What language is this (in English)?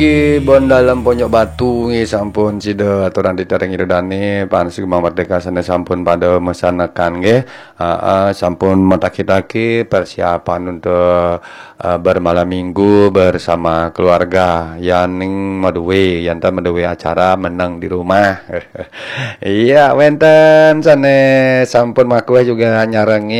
Balinese